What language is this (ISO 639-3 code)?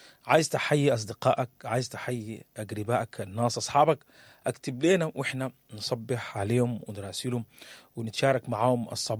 apd